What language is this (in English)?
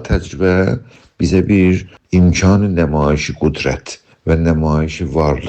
South Azerbaijani